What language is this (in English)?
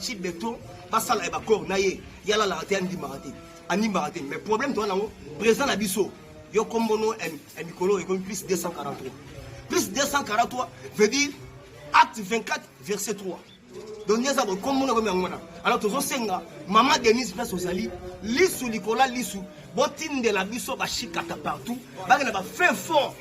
Lingala